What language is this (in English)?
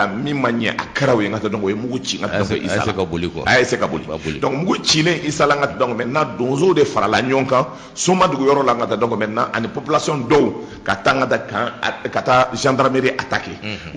Bambara